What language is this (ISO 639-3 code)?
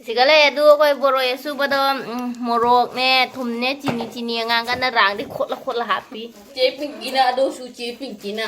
mni